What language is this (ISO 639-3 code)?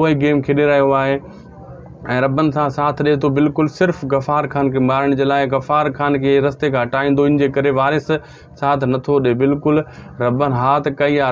snd